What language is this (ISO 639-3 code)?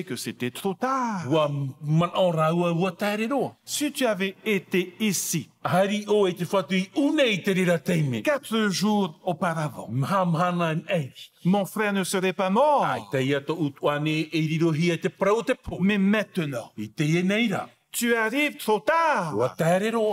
tah